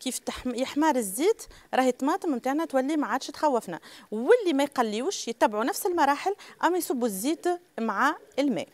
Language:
Tunisian Arabic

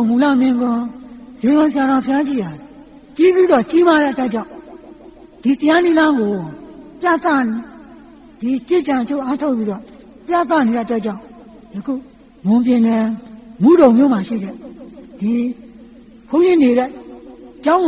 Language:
Burmese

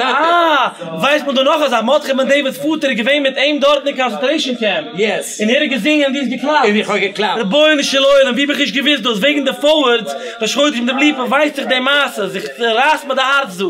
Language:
Yiddish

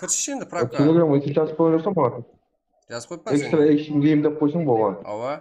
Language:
Kara-Kalpak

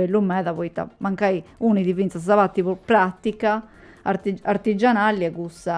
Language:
Sardinian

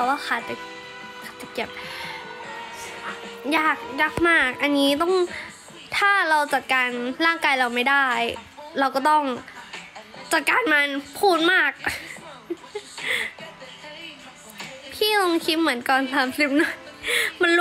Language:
Thai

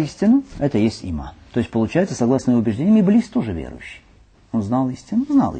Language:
Russian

